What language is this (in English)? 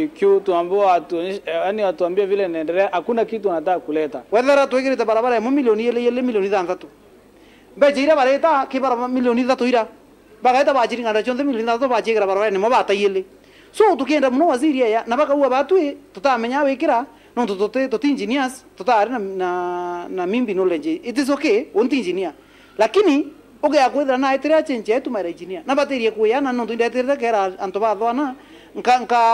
Meru